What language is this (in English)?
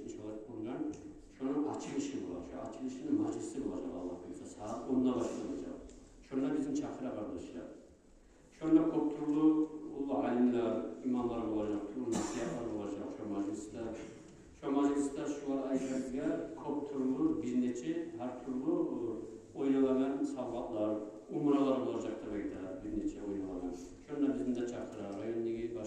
Kumyk